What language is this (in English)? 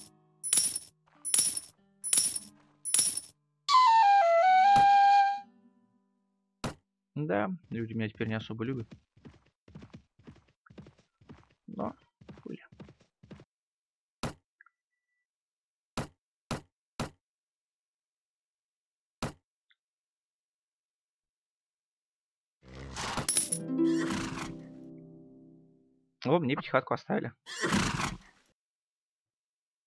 Russian